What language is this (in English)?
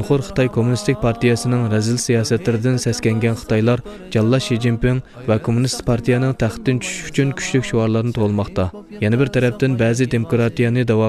Uyghur